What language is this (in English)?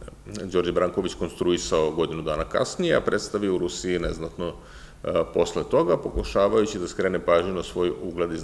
Serbian